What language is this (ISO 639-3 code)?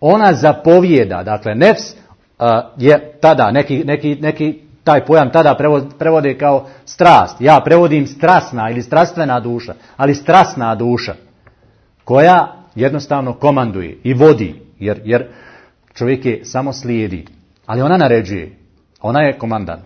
bos